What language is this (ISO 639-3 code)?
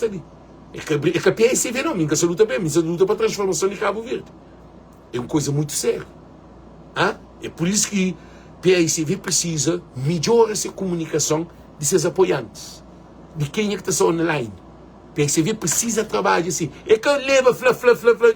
kea